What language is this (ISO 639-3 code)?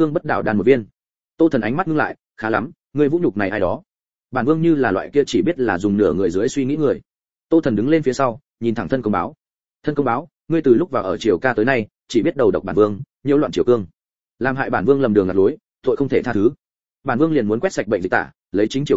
vie